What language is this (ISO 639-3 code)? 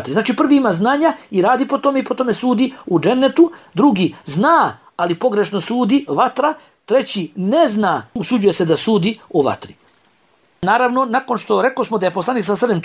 bos